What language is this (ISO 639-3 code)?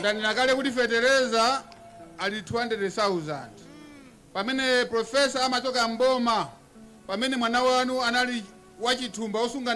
nya